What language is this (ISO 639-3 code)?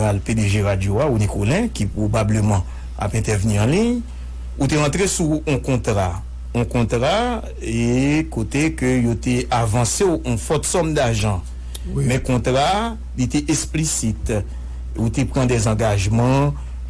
hat